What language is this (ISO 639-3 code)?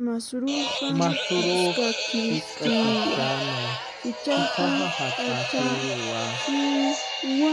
aym